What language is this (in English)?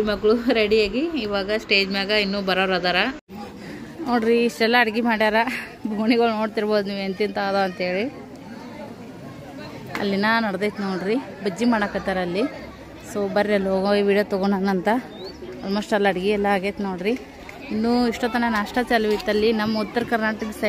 Kannada